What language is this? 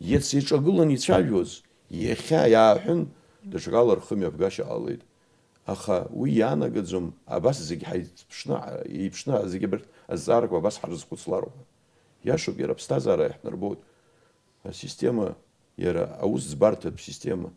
Abkhazian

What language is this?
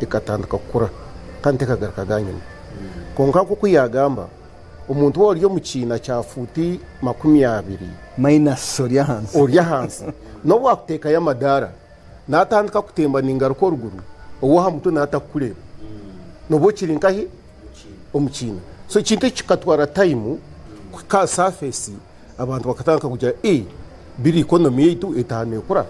Nyankole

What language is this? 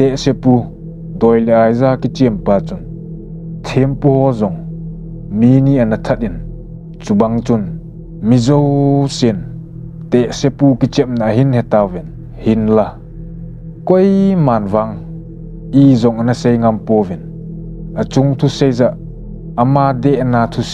Thado Chin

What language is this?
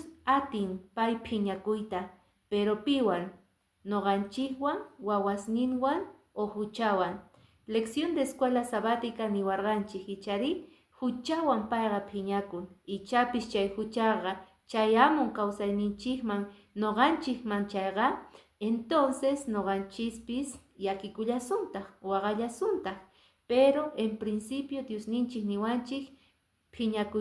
Quechua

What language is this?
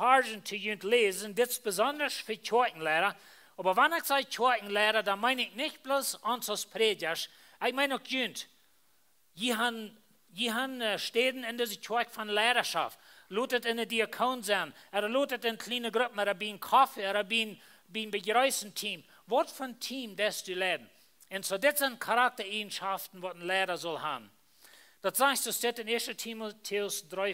Plautdietsch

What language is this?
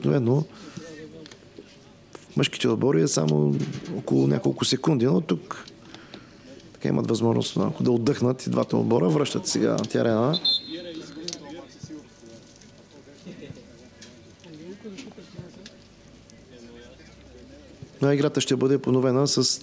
Bulgarian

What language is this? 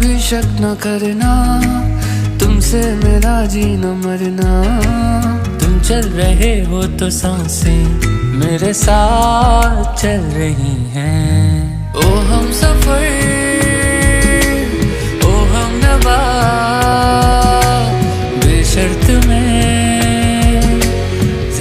Hindi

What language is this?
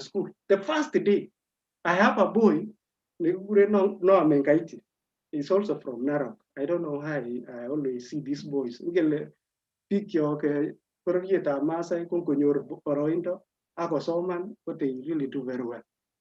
Kalenjin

